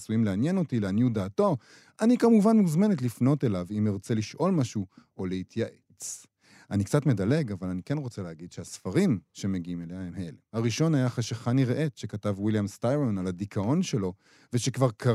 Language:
Hebrew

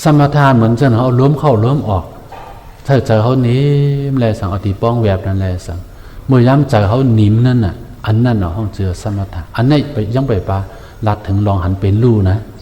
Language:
Shan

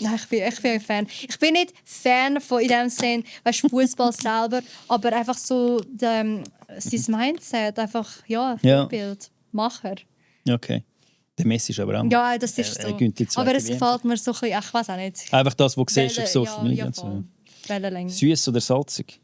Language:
Swiss German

